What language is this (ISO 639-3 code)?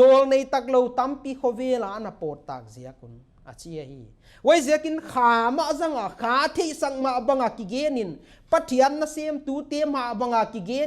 pck